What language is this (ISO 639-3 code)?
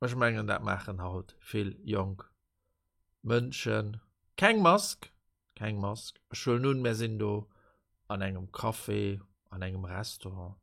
ltz